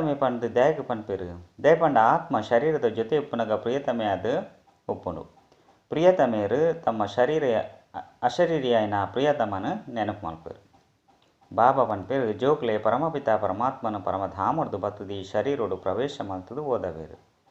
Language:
Tulu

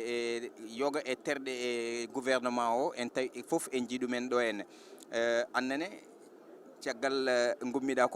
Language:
Fula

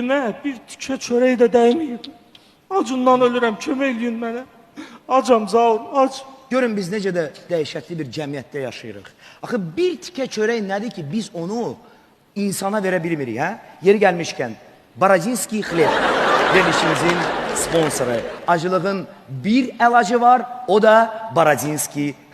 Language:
Azerbaijani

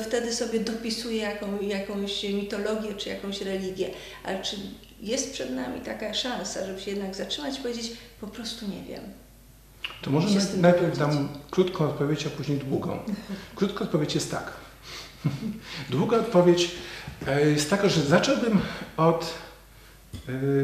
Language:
Polish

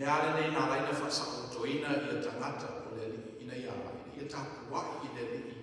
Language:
Samoan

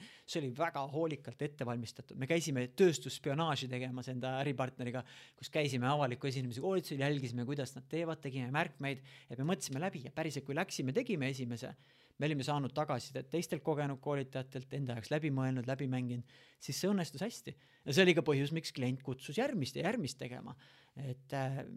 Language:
Estonian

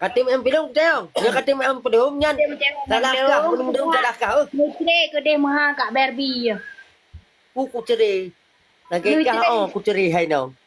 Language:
Achinese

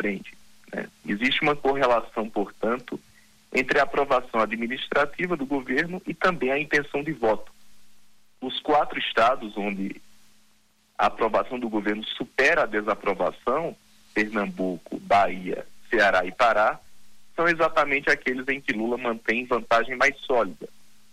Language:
Portuguese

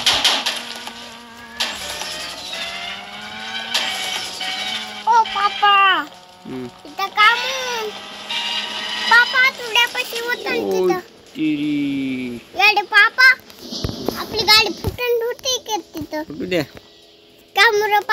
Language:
Marathi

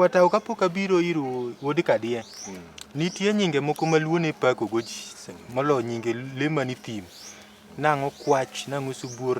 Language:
Luo (Kenya and Tanzania)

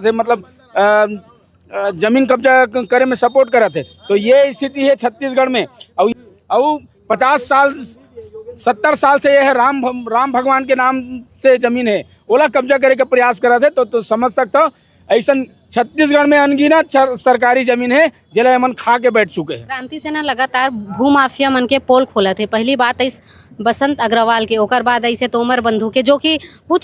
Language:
Chhattisgarhi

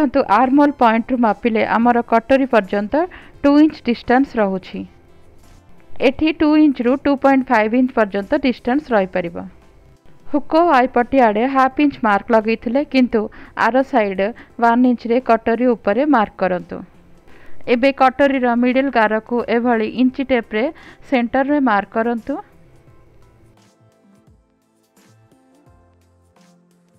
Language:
Odia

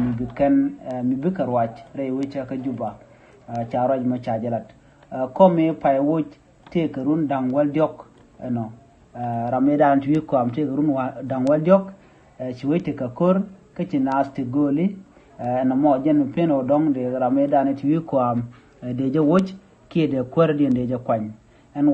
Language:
Nuer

